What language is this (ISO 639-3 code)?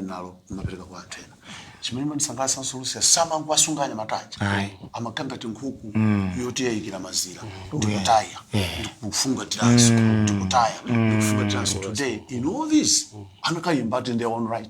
nya